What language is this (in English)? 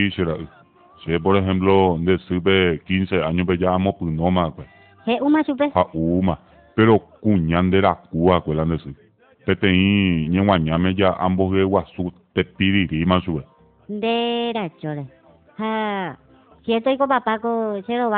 Guarani